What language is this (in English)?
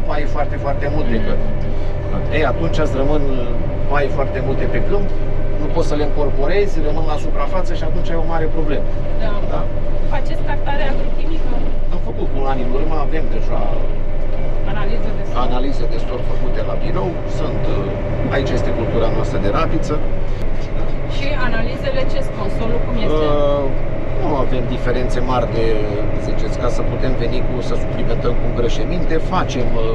Romanian